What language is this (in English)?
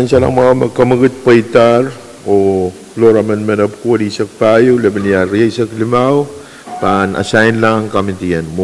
Pohnpeian